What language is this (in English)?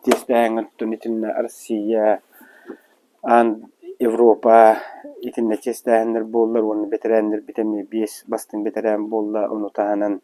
Yakut